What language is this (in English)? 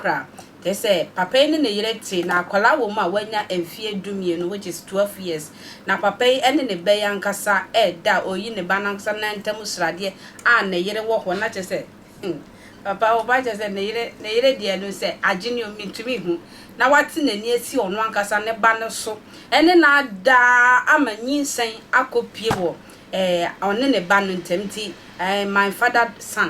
Akan